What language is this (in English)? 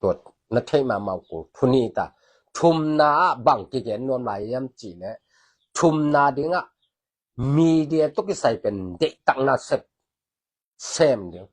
Tedim Chin